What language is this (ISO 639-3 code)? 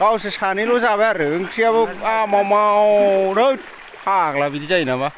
brx